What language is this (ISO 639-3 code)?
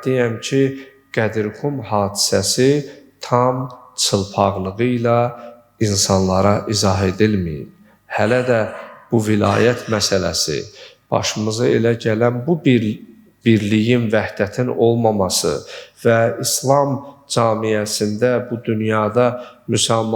aze